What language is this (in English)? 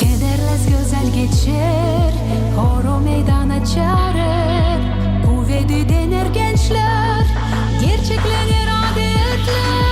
Gagauz